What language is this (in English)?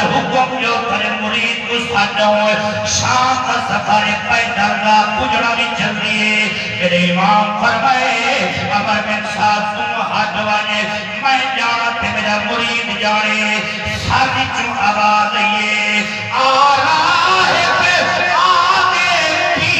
Saraiki